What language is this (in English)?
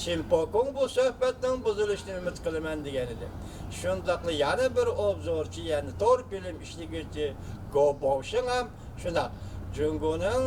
Uyghur